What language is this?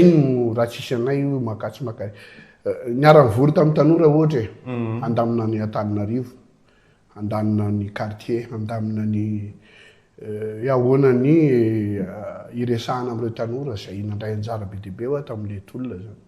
Malagasy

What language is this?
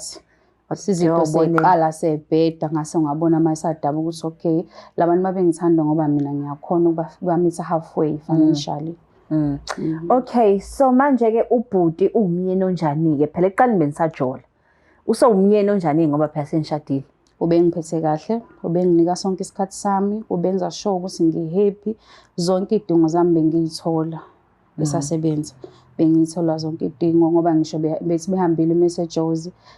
Zulu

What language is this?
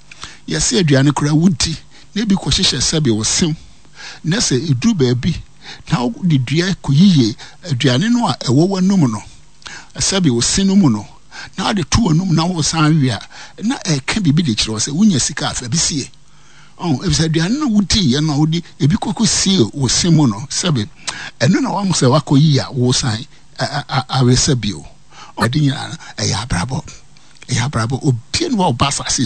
Akan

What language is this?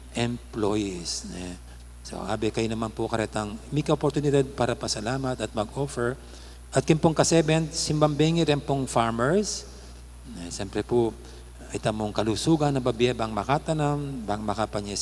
Pampanga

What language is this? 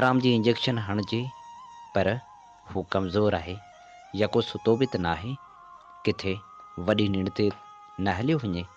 Sindhi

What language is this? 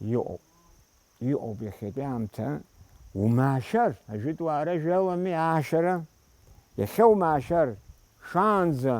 Abkhazian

